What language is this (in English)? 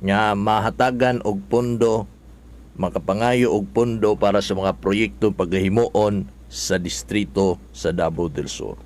Cebuano